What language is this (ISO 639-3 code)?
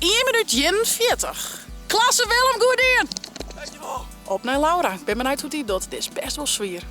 fry